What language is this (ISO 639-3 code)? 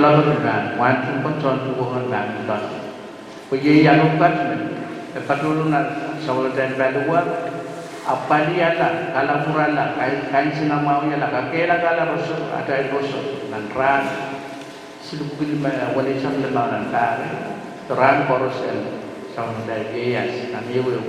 pon